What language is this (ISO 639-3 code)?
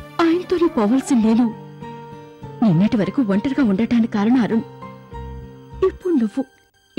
tel